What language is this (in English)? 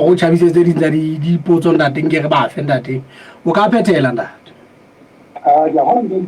Southern Sotho